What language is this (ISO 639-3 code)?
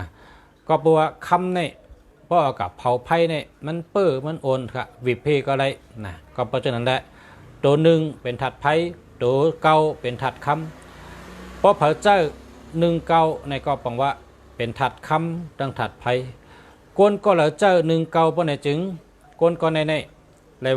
shn